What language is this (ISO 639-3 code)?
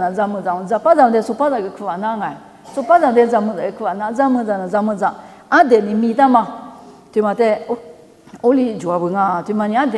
lis